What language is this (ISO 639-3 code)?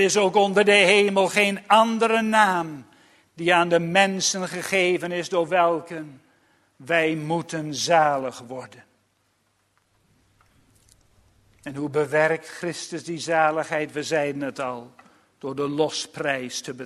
nld